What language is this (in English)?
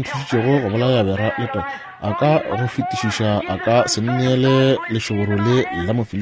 Northern Sotho